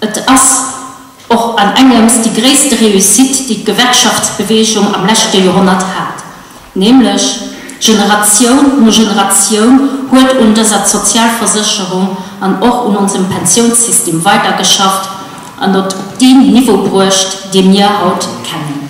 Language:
Luxembourgish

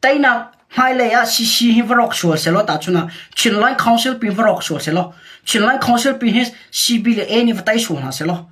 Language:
Hakha Chin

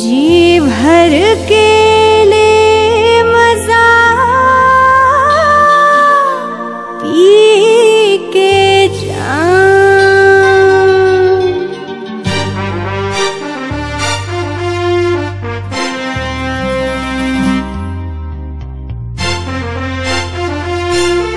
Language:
Bhojpuri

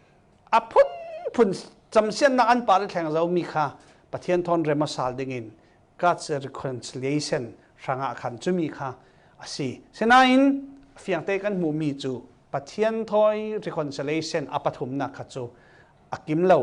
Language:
Falam Chin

